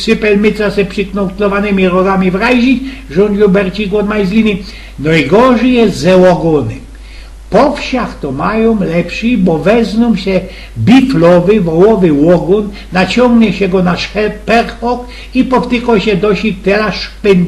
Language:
Silesian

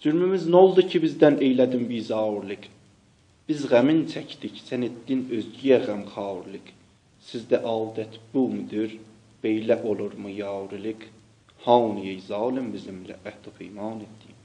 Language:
South Azerbaijani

